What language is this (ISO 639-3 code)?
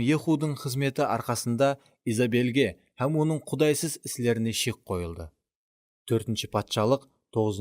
kaa